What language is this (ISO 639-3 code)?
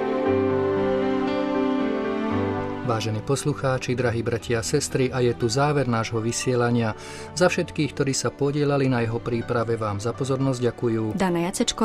slk